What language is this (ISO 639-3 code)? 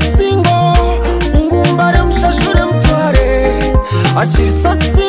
nyo